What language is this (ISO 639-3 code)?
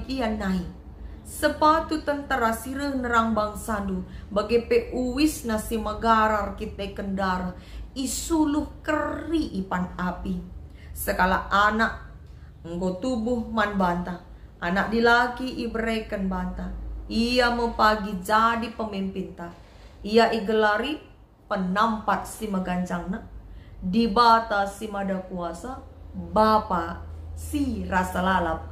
btx